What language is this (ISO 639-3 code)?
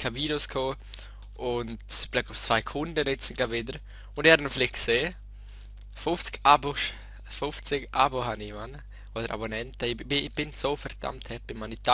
gsw